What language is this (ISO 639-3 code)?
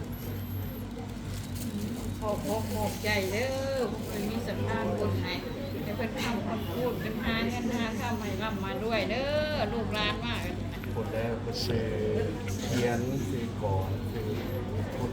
lao